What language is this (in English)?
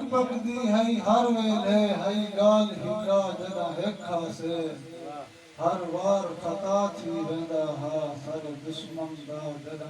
Saraiki